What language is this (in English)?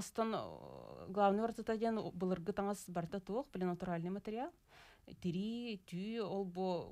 Yakut